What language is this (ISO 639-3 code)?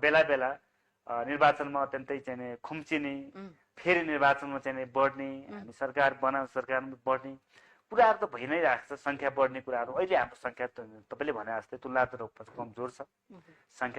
nep